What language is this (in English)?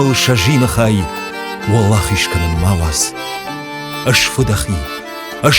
Ossetic